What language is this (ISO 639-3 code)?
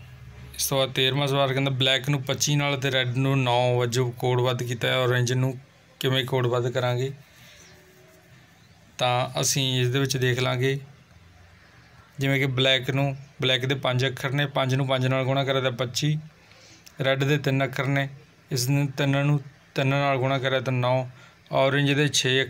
pan